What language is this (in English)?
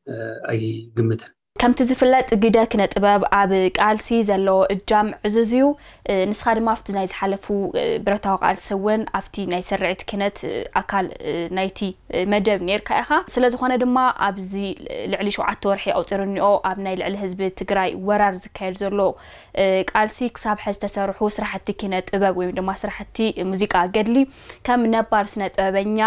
Tigrinya